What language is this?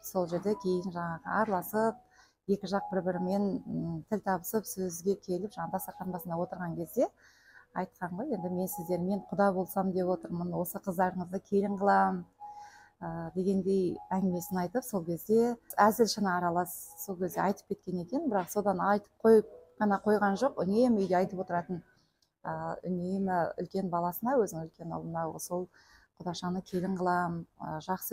Kazakh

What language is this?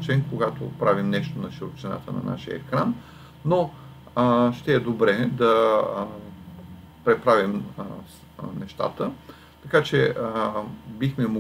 Bulgarian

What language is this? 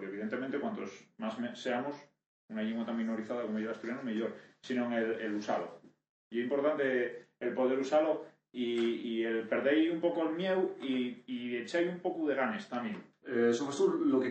Asturian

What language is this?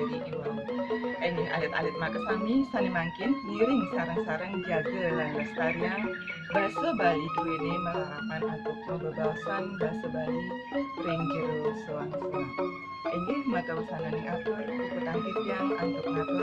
Balinese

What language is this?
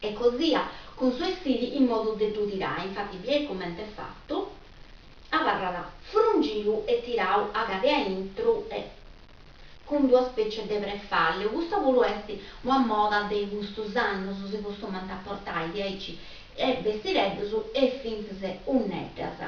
Sardinian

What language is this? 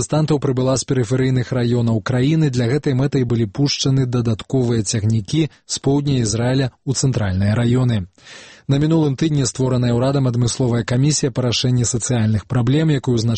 Belarusian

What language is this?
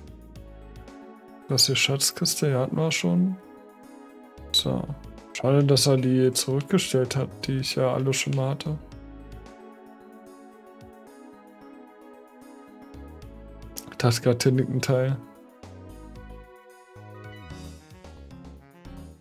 German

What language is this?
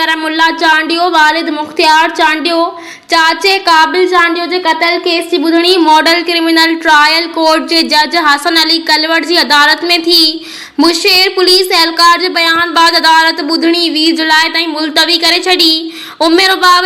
Sindhi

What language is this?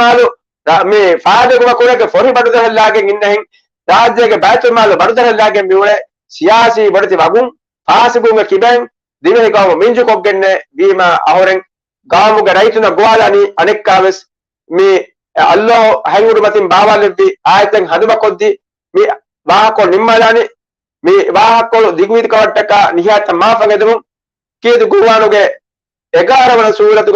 Divehi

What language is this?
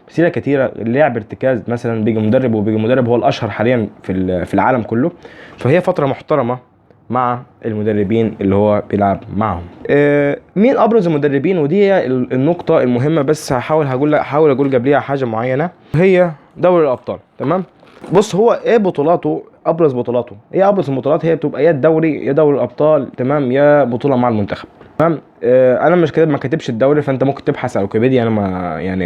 Egyptian Arabic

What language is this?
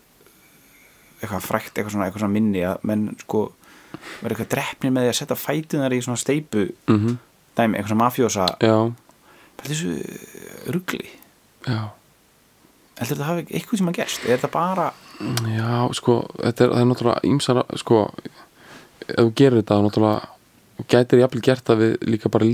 Icelandic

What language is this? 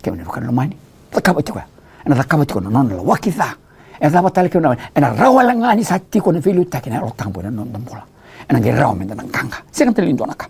Fijian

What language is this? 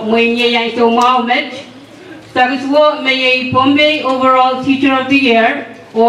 Pohnpeian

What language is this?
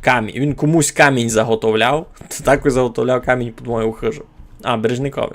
Rusyn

